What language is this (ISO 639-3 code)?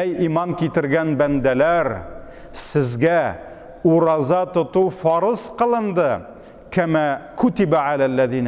tat